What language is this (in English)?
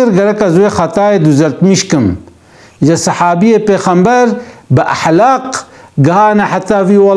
Kurdish